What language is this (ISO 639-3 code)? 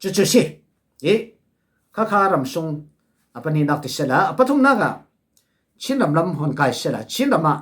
cfm